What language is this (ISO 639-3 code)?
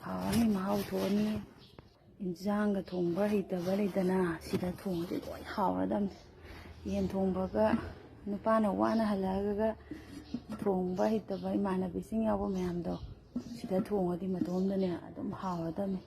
mni